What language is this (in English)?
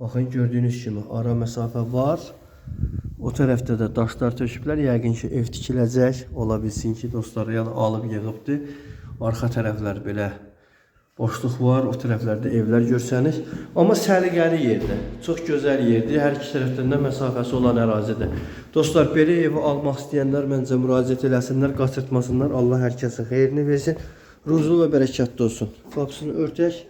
Azerbaijani